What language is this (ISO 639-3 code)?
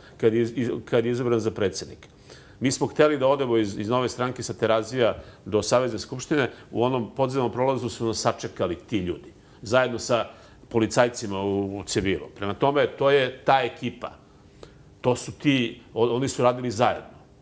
srp